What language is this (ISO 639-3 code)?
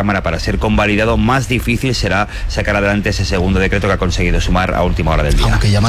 spa